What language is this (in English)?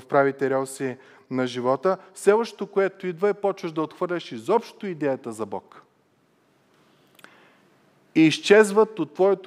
Bulgarian